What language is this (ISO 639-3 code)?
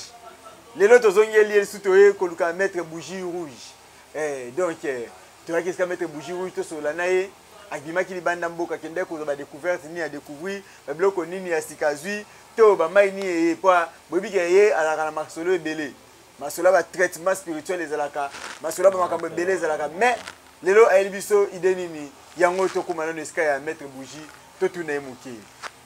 lin